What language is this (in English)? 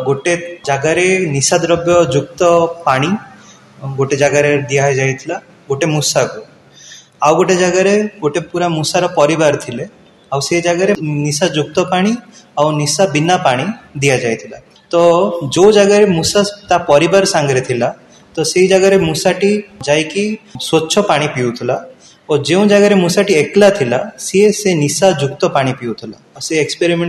Odia